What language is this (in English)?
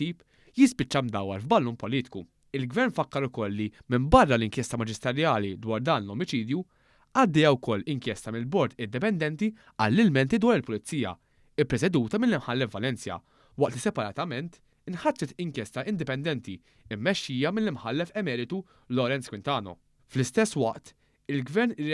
Maltese